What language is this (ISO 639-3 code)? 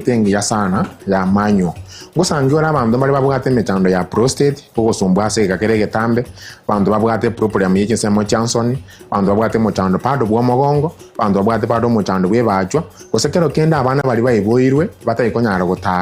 guz